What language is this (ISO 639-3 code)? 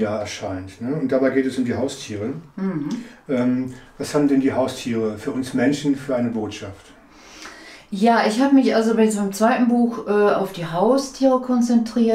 deu